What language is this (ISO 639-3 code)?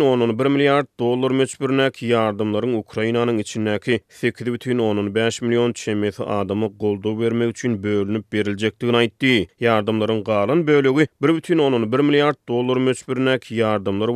tuk